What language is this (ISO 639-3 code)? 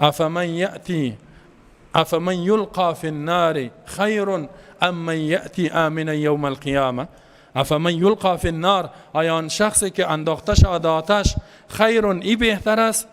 fas